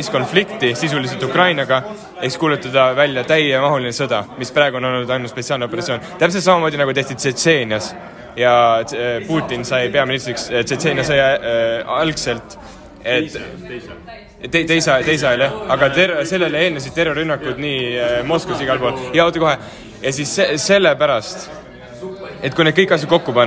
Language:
Estonian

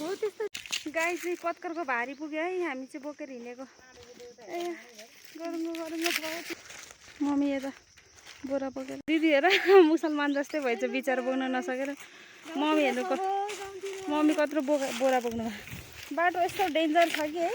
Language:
Nepali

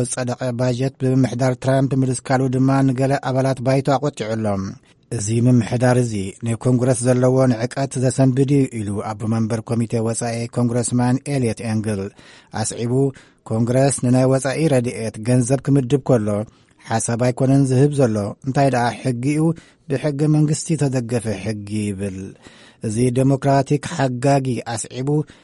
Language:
Tigrinya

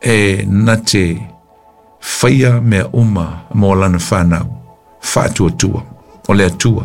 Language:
Samoan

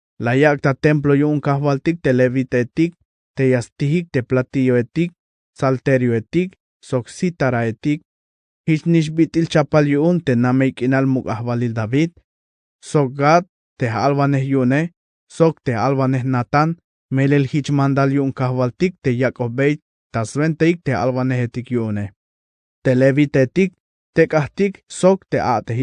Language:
Tzeltal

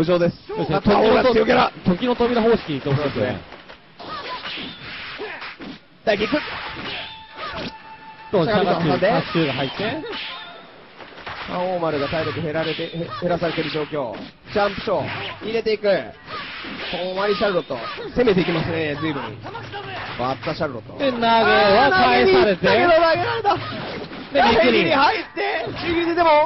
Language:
Japanese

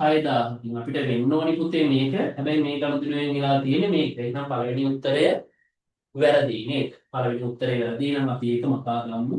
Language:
Sinhala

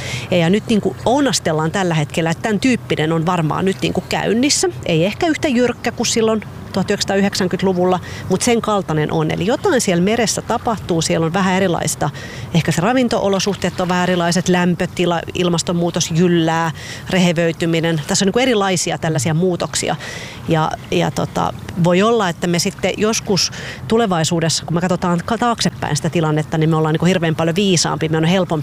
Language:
Finnish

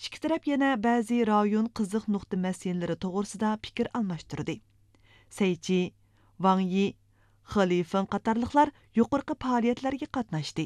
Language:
Uyghur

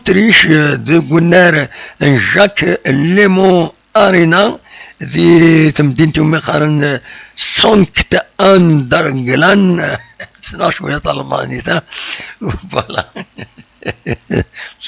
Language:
Kabyle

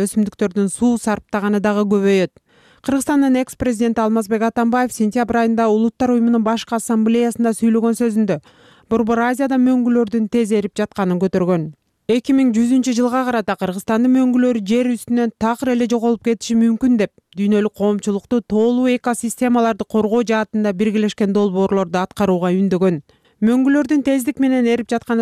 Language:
Kyrgyz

